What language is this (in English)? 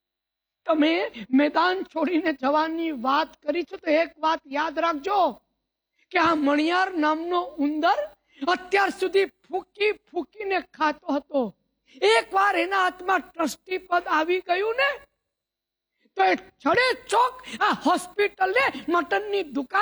Gujarati